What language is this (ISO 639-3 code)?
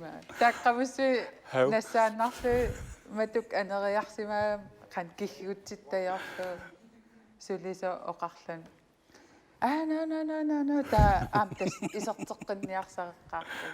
kal